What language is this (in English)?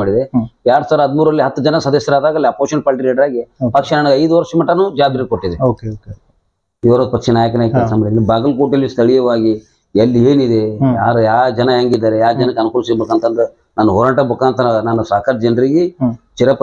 Kannada